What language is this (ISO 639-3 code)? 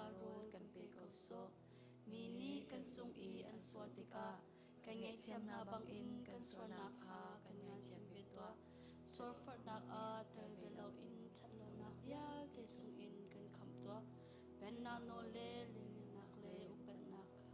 cnh